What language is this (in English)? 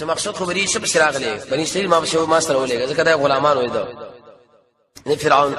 Pashto